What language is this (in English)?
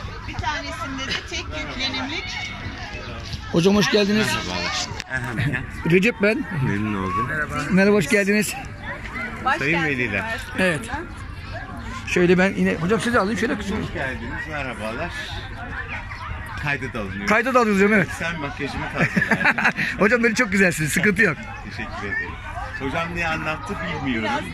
Turkish